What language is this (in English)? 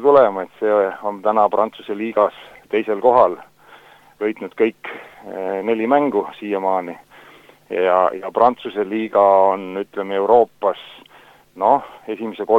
Estonian